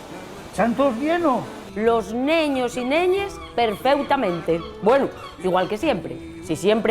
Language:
Asturian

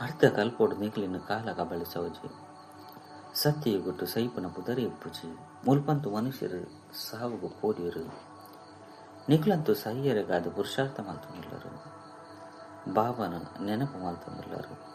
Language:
Tulu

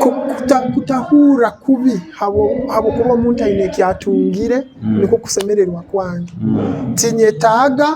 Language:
Nyoro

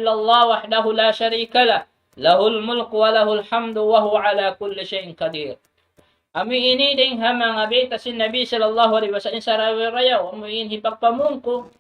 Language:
Tausug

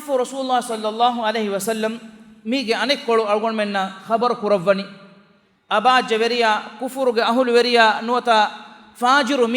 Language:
Divehi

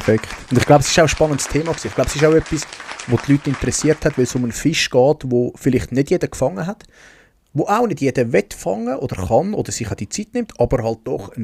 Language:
Swiss German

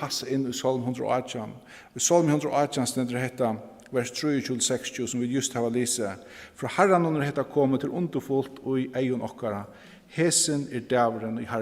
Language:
Faroese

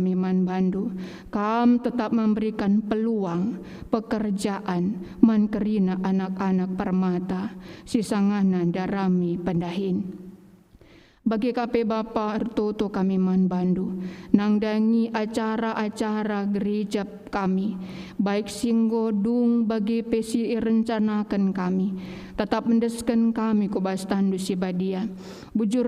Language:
Batak Karo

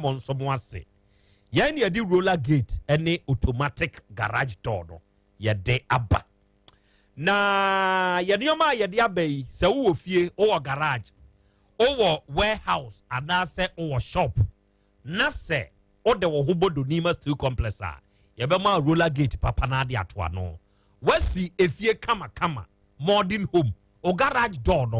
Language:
Akan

